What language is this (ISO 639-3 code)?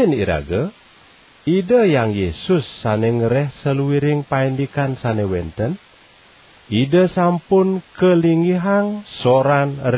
ban